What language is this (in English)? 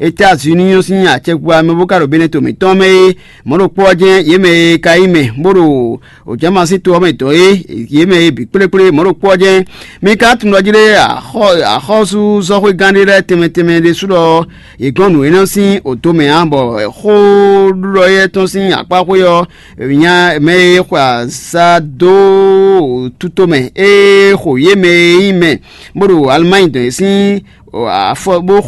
Fon